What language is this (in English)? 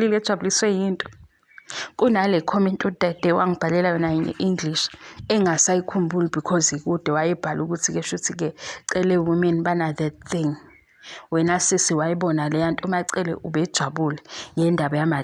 Zulu